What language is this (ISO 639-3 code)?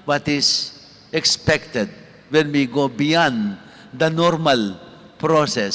pam